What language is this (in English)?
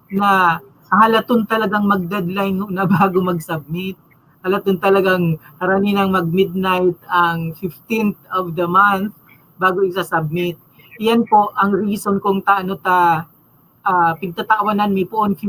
Bikol